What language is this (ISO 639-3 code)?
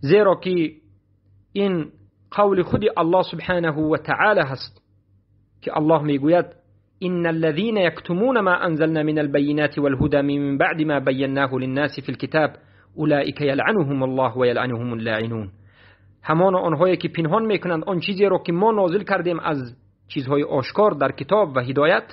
fas